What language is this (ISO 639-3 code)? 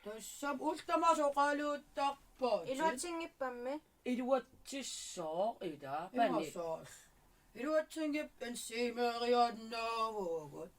kal